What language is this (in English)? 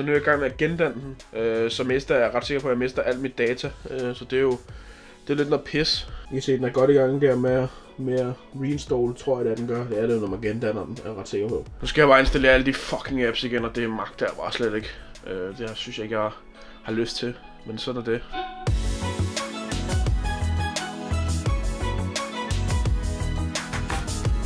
Danish